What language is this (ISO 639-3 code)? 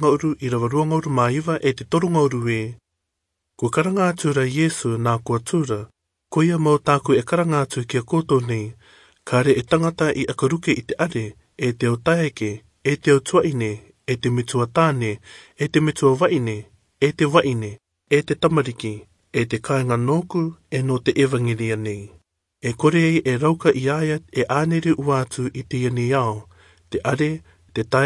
rar